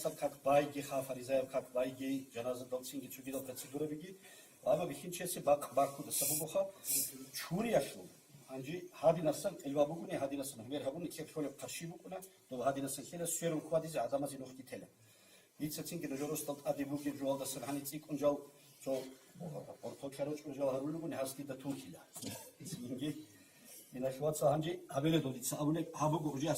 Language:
Avaric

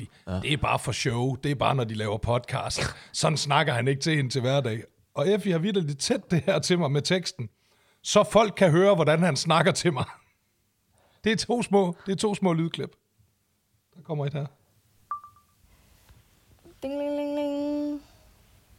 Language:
Danish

